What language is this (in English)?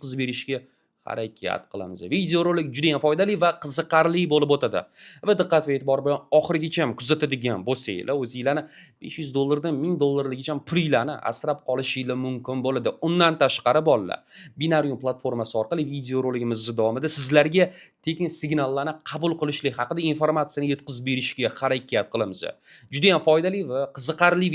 Uzbek